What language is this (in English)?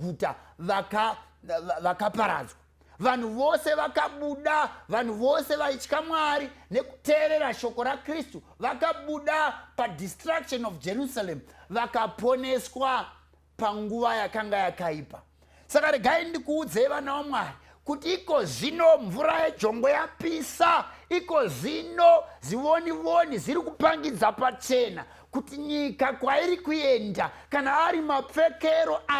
Shona